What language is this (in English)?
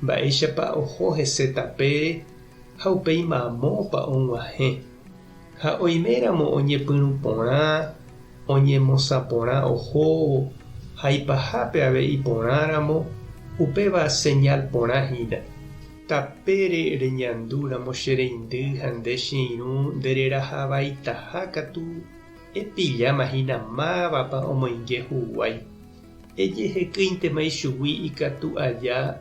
Guarani